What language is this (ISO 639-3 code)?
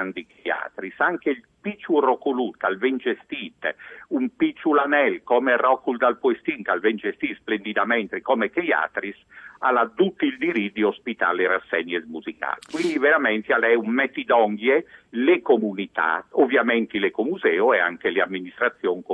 fur